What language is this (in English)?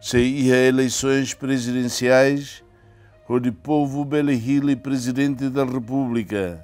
Tetum